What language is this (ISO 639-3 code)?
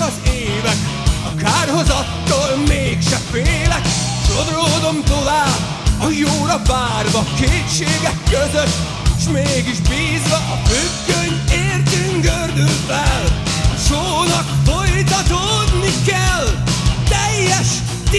hun